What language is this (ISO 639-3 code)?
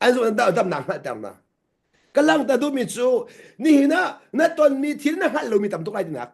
cnh